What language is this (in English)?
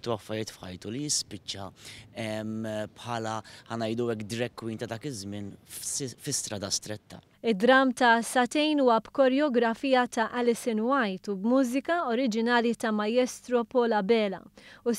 Maltese